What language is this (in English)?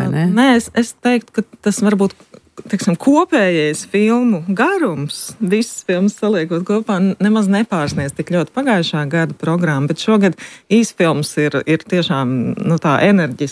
Latvian